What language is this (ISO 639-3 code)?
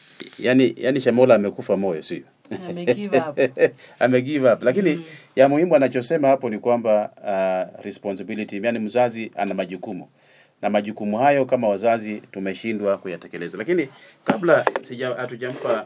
swa